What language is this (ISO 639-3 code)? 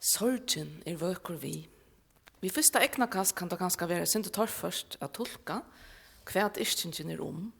fao